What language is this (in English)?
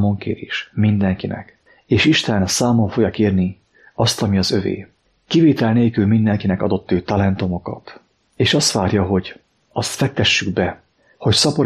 Hungarian